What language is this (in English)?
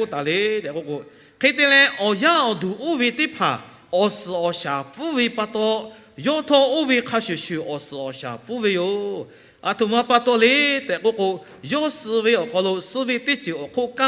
Lahu